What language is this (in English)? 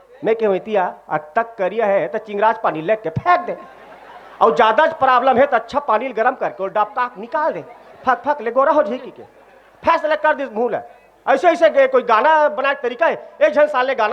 Chhattisgarhi